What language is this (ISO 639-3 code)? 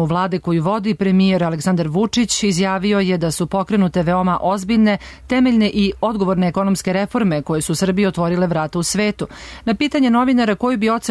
srp